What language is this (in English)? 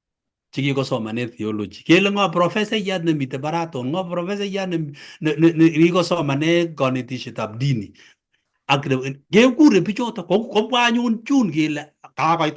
Kalenjin